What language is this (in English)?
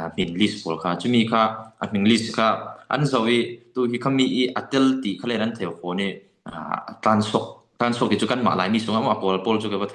Falam Chin